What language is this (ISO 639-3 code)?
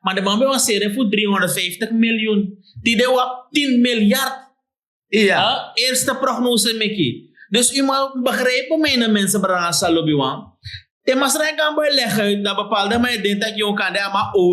srn